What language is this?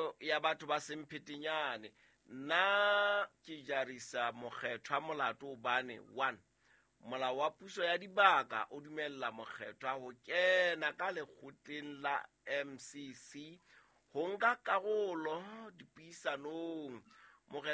Southern Sotho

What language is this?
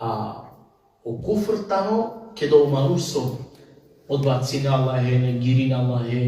Balkan Romani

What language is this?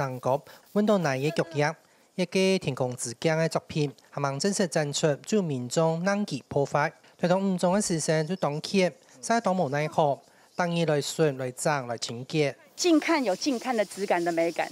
Hakka Chinese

